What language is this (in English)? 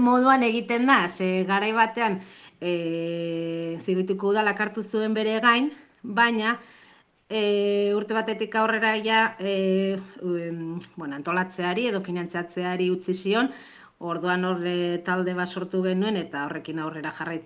Basque